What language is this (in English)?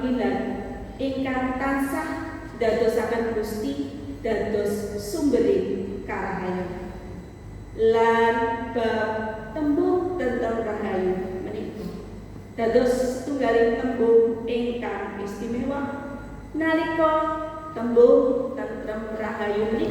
Javanese